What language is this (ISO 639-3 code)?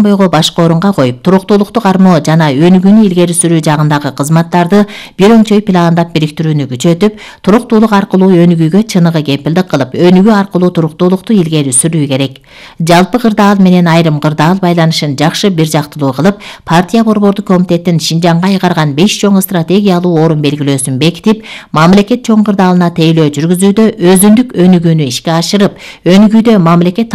kir